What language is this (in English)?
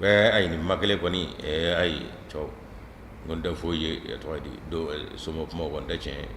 Bambara